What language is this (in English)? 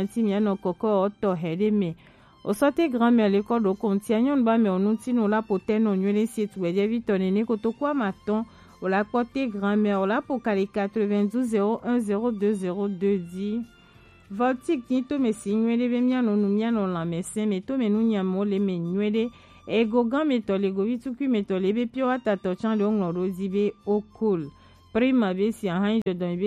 Gen